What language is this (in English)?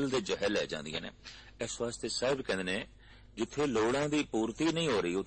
Punjabi